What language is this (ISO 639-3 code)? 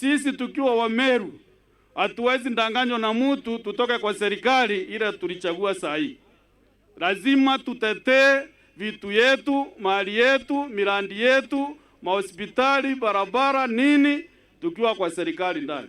mer